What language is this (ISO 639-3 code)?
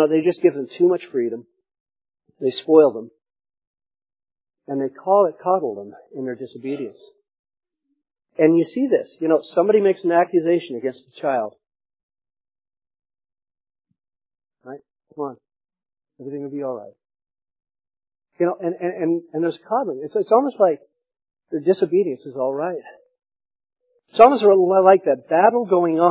eng